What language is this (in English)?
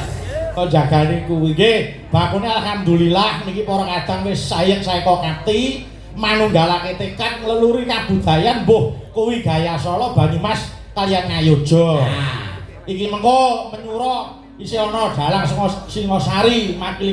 Javanese